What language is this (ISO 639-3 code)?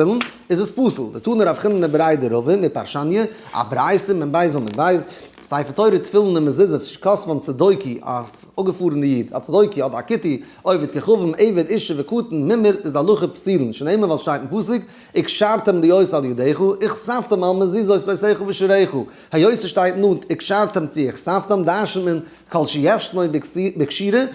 yid